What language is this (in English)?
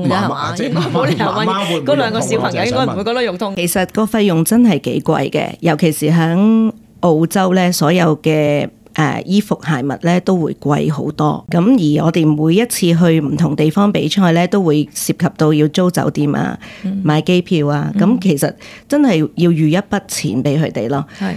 Cantonese